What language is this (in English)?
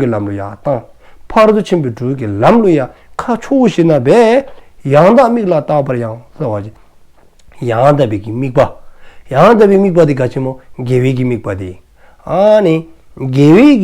Dzongkha